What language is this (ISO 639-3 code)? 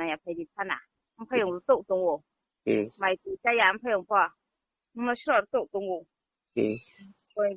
ria